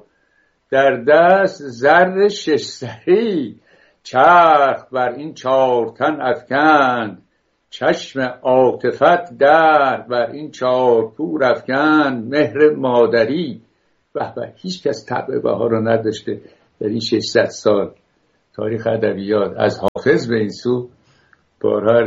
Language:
Persian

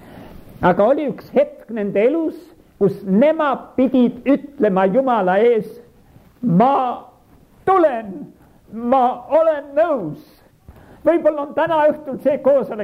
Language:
Estonian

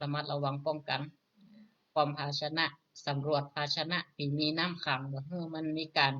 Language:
Northern Thai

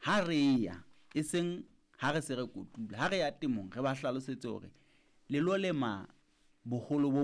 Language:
Southern Sotho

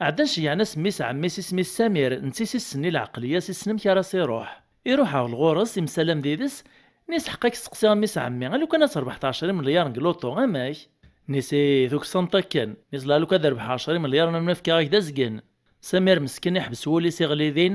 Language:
Kabyle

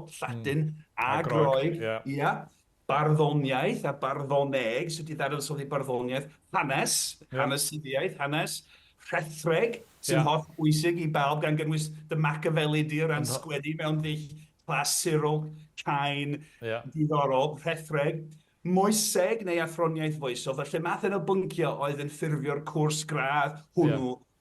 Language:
Welsh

